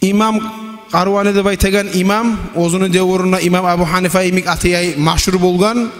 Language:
Kumyk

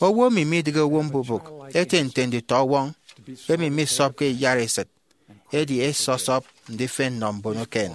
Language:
Efik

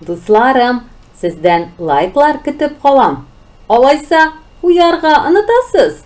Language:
Tatar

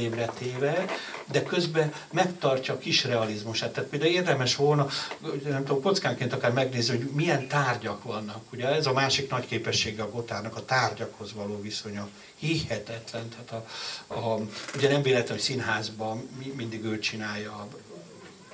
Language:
Hungarian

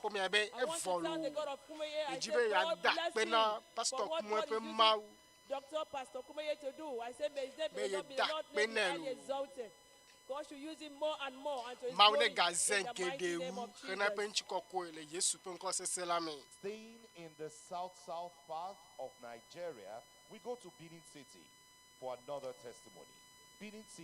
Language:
Ewe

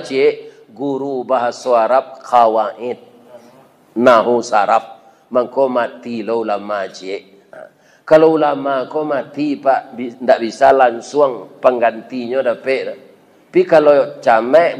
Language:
Minangkabau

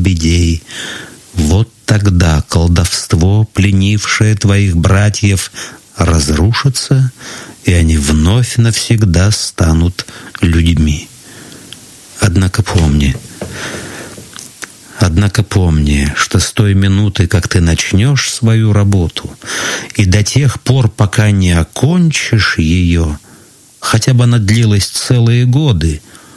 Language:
Russian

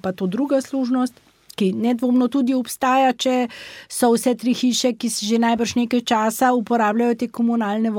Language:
Slovenian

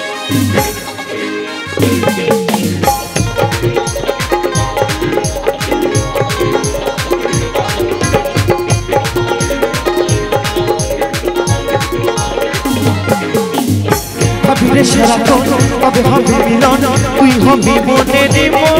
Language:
Bangla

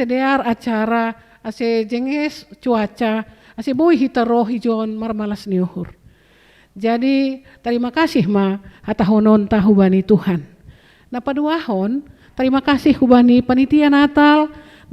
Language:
Batak Simalungun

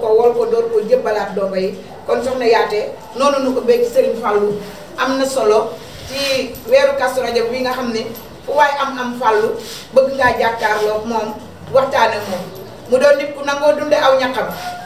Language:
Wolof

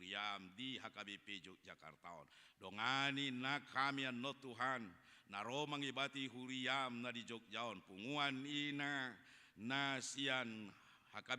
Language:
Batak Toba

